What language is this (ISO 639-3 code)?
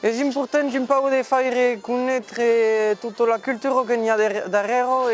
oci